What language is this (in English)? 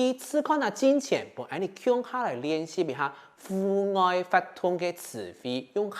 Hakka Chinese